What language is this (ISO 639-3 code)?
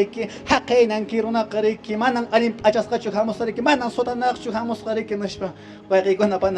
que